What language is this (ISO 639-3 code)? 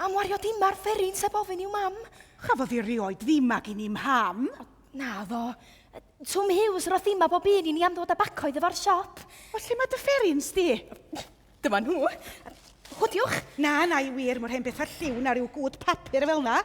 cym